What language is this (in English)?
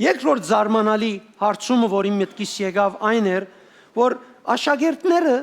Western Armenian